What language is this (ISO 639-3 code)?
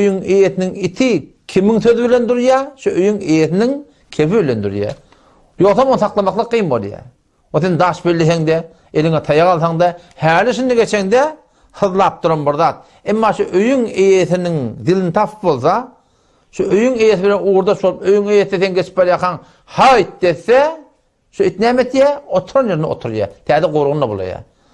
tuk